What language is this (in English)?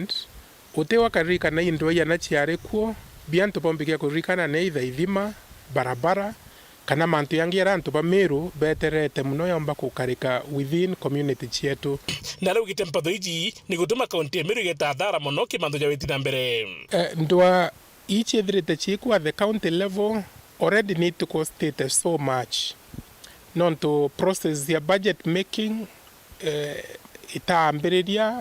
Meru